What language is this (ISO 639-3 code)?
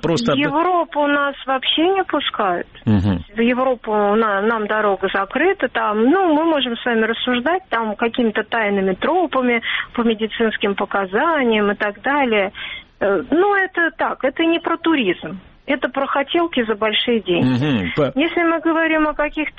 rus